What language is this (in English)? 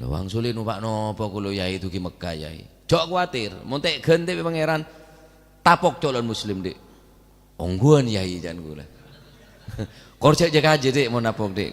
Madurese